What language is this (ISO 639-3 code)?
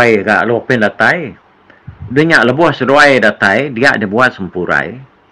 iba